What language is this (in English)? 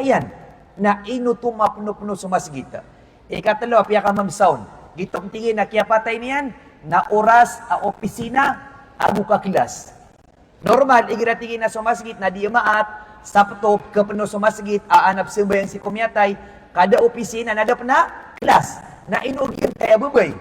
Maranao